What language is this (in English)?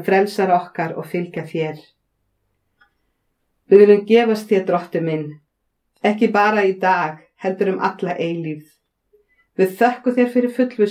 Icelandic